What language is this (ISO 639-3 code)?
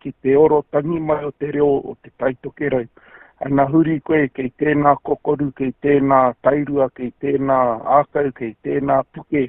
mri